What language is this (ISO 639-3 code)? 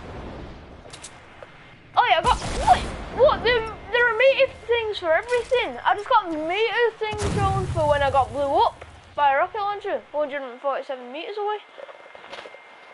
eng